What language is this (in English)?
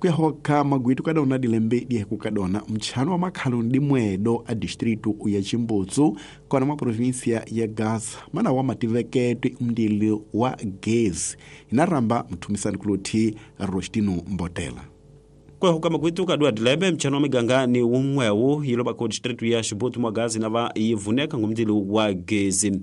Tsonga